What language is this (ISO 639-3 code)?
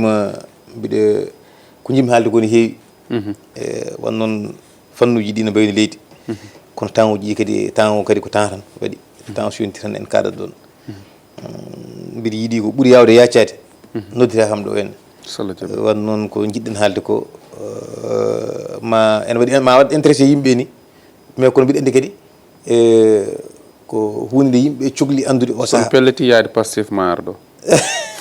ful